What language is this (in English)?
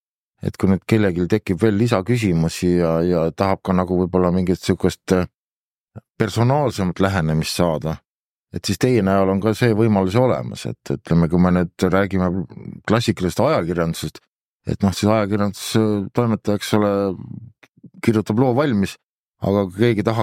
Estonian